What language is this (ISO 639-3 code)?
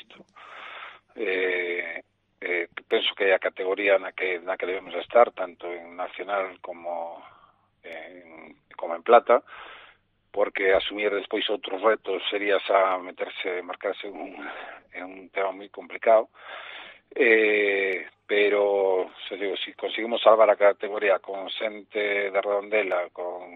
glg